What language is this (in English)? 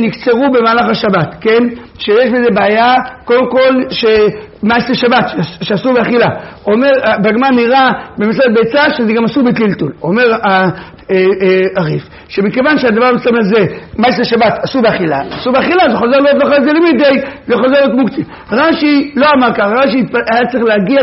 Hebrew